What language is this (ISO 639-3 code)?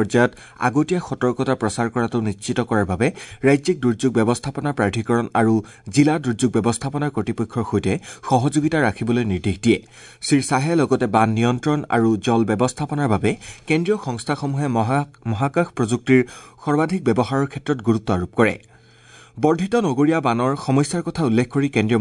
asm